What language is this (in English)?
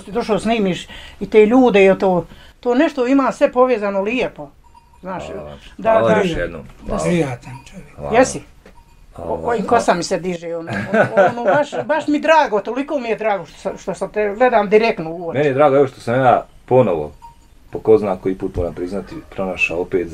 Bosnian